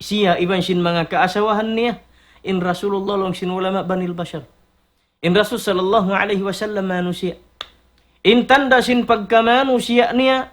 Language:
Tausug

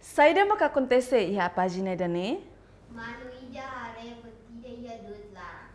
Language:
Tetum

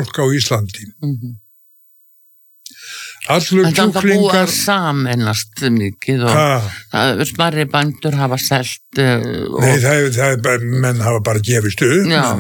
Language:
Icelandic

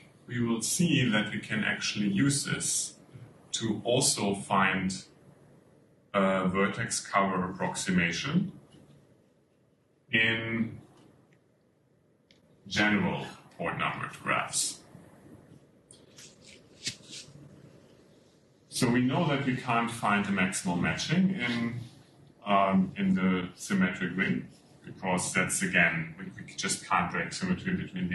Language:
English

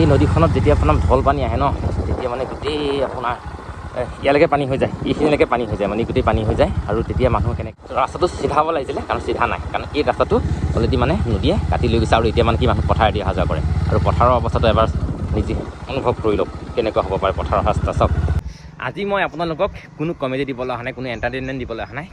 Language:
Assamese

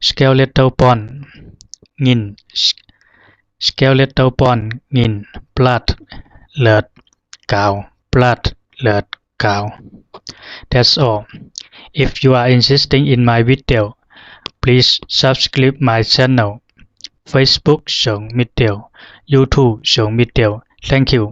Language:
Zhuang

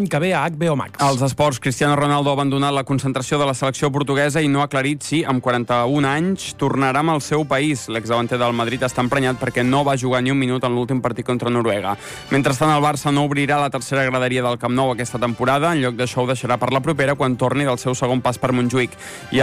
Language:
Catalan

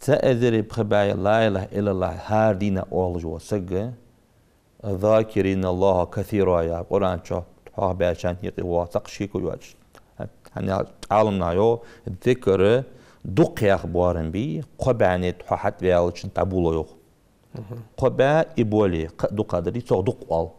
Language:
Ingush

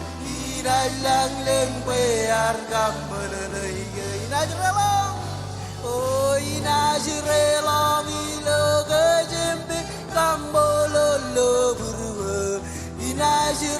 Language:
Marshallese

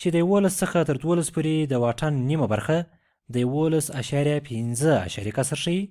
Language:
Pashto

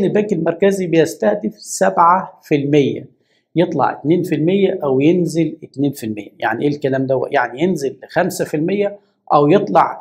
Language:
Egyptian Arabic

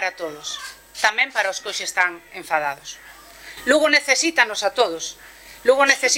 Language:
Galician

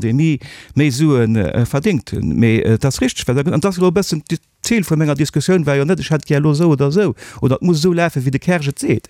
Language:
Luxembourgish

